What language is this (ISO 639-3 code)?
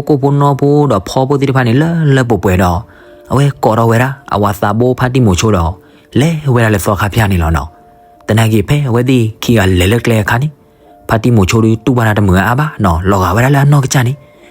ksw